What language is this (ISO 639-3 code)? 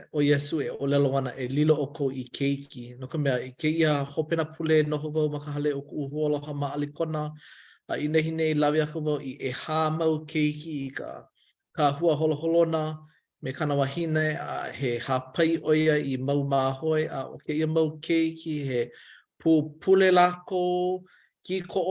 haw